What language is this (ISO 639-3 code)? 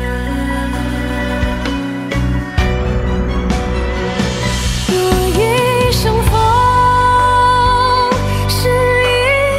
zho